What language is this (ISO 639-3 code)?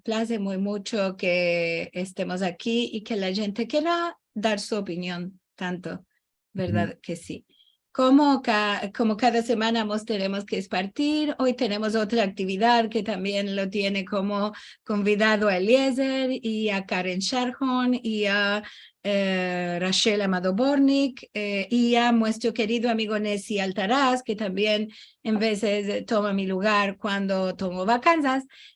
lad